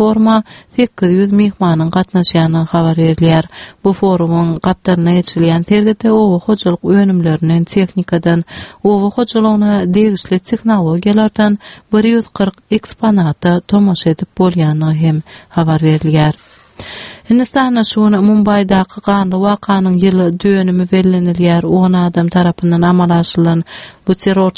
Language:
Turkmen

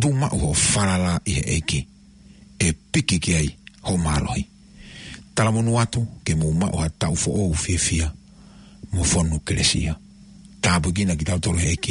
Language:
Tongan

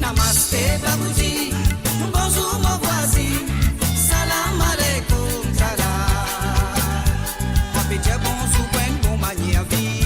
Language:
Morisyen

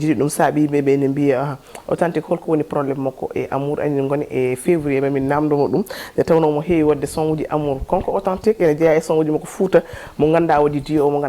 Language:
Fula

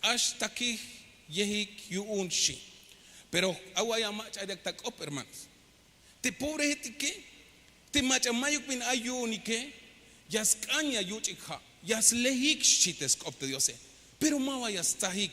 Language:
Tzeltal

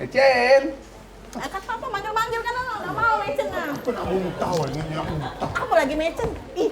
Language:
Musi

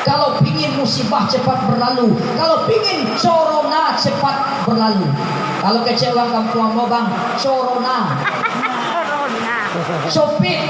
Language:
Minangkabau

